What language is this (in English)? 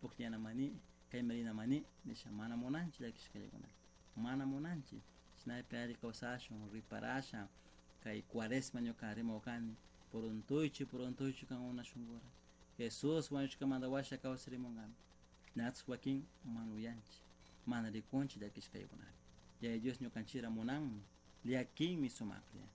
Chimborazo Highland Quichua